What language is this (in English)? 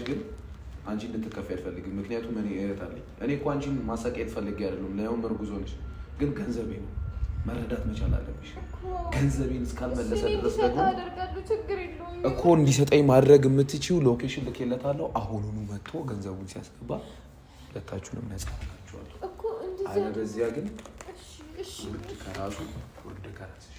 Amharic